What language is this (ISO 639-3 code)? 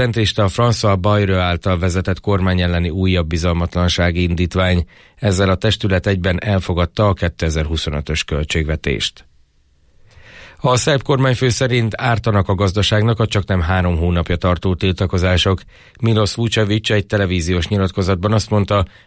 hun